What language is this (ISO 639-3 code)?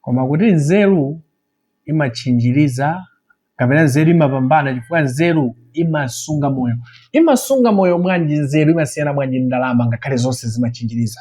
nya